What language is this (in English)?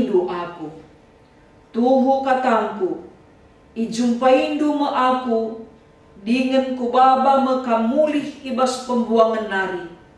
Batak Karo